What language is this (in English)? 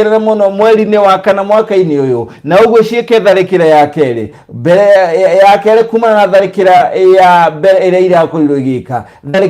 Kikuyu